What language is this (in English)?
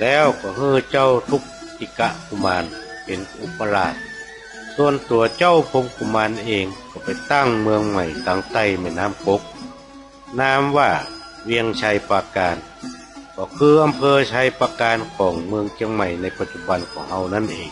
Northern Thai